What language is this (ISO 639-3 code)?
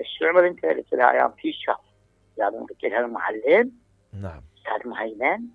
acm